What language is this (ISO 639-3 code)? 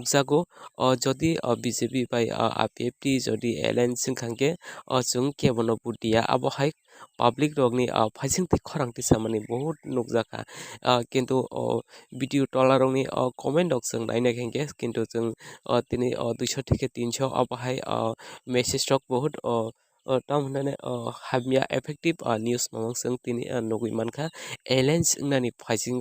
trp